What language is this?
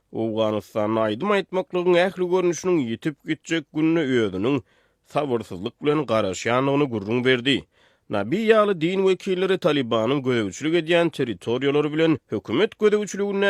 Turkmen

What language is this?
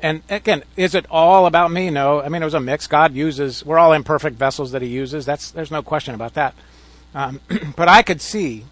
English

